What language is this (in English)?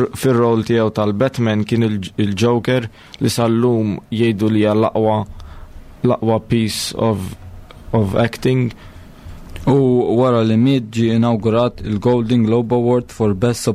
Maltese